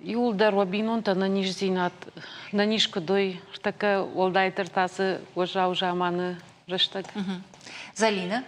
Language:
Ossetic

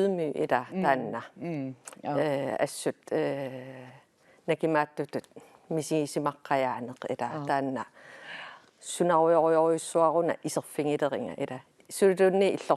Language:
Kalaallisut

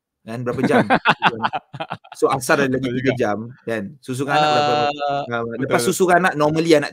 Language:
Malay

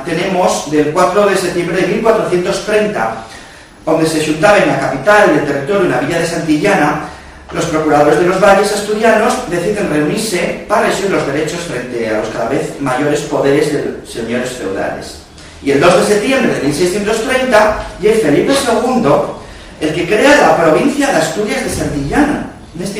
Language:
Asturian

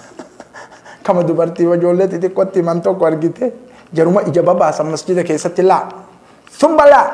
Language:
Oromo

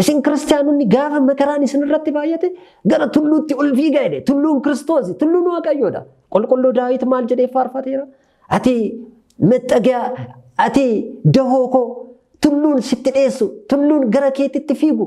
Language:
Oromo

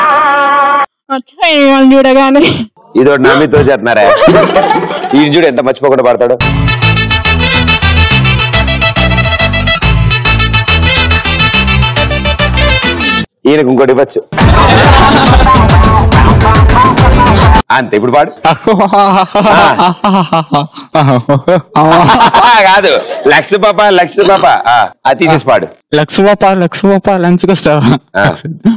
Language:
Telugu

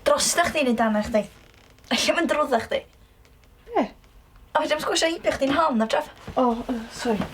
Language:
Welsh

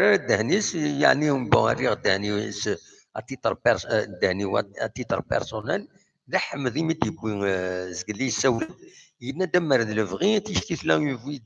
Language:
Kabyle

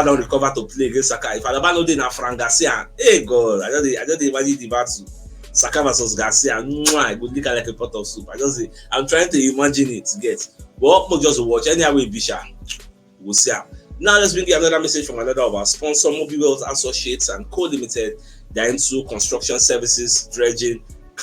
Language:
Nigerian Pidgin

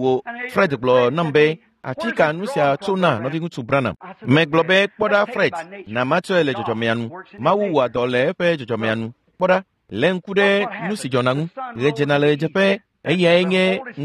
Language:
Ewe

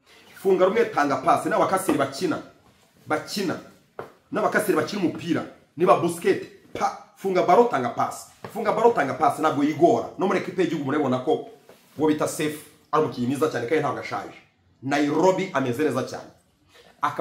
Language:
Kinyarwanda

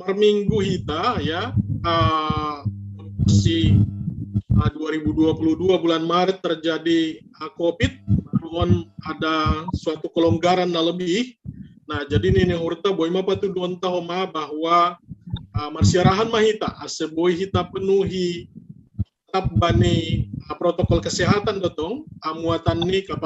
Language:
Batak Simalungun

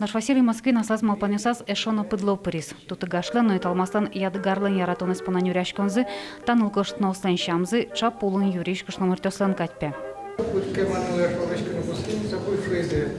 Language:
Udmurt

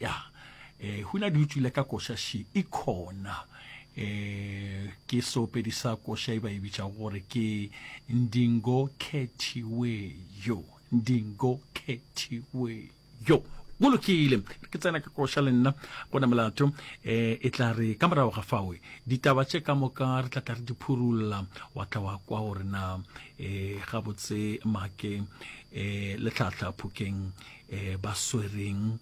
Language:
Northern Sotho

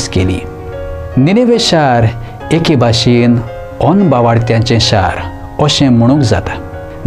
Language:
Konkani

